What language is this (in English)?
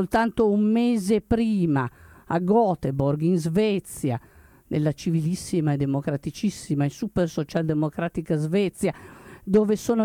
Italian